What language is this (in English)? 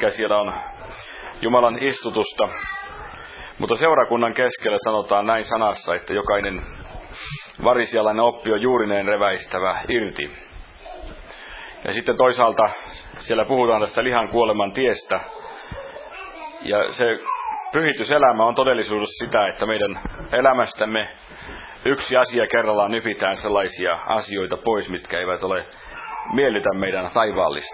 Finnish